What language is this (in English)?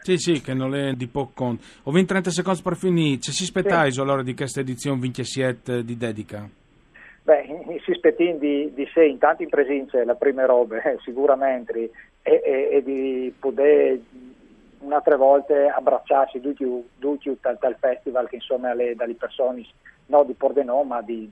Friulian